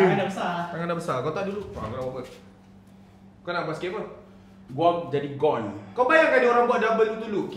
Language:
Malay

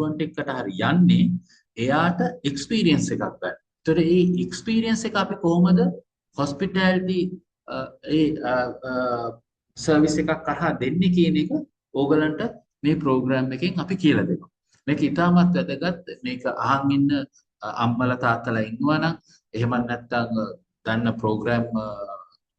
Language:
Sinhala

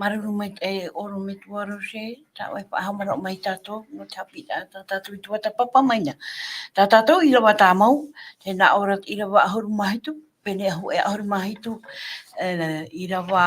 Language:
Tahitian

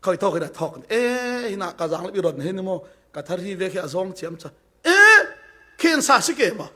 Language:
Falam Chin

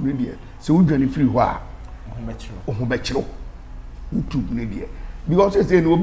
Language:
Akan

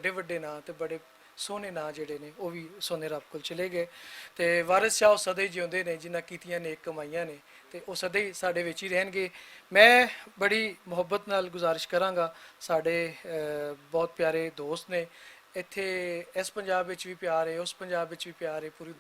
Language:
Western Panjabi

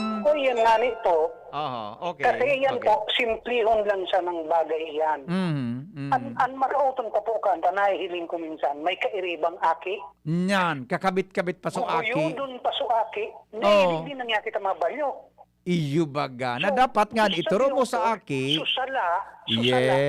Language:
Bikol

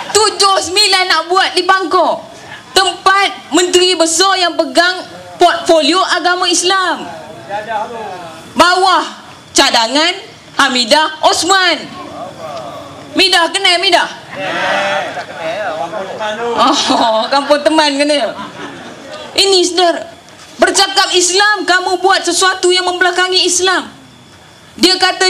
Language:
Malay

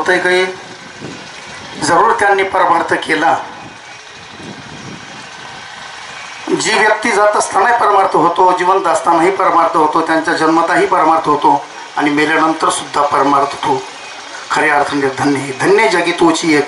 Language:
Marathi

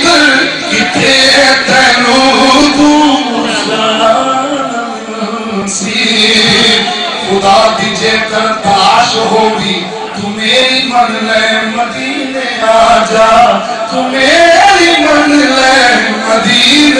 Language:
Saraiki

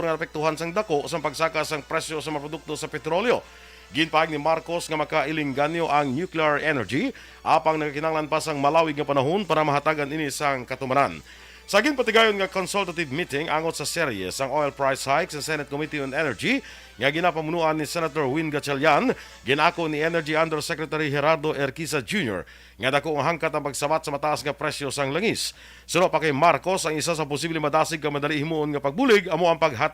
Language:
Hiligaynon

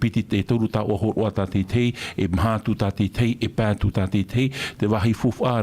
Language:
Tahitian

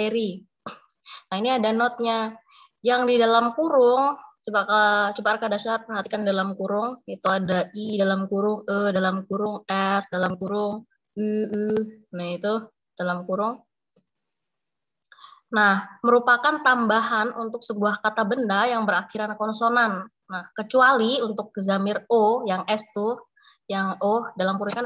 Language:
Indonesian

